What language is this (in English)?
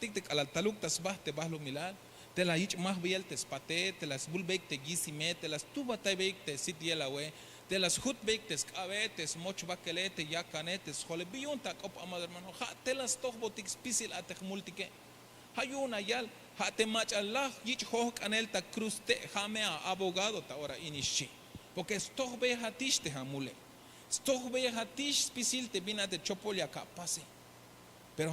Tzeltal